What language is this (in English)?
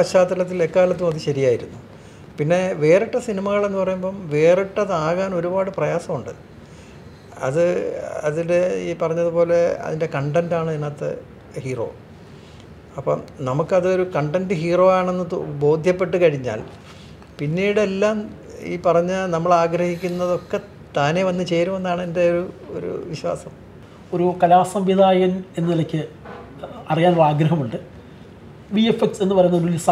Malayalam